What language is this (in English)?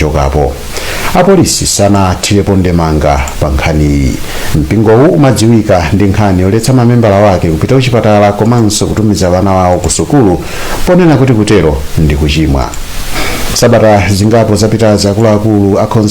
Nyanja